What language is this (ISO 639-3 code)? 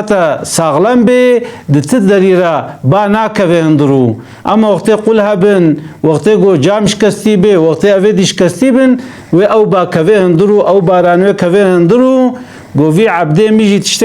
kur